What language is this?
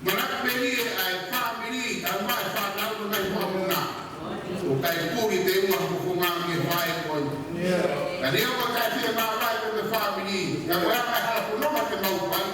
Tongan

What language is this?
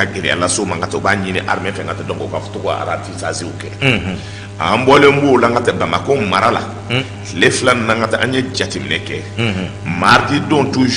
Bambara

